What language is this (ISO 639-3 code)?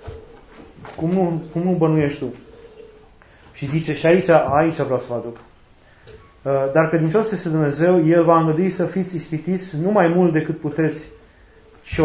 ron